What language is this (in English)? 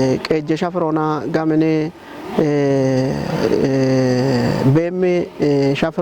Kafa